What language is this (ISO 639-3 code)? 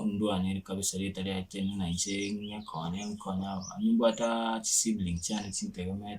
guz